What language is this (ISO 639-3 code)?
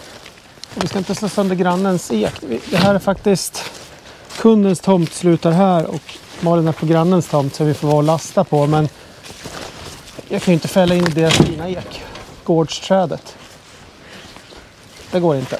swe